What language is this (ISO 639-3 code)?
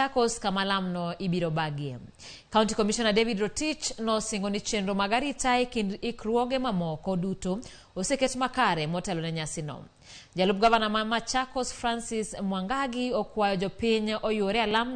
luo